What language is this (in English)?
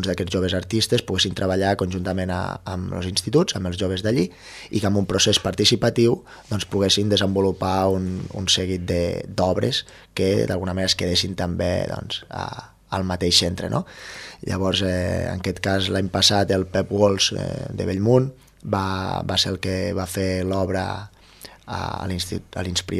Catalan